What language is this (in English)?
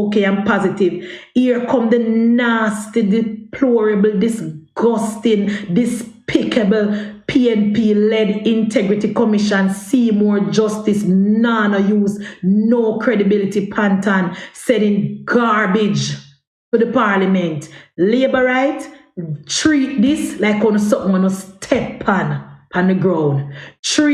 Jamaican Creole English